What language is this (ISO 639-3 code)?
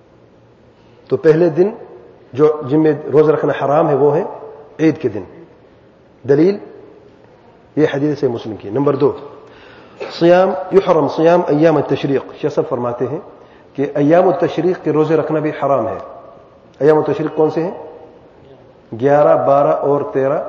urd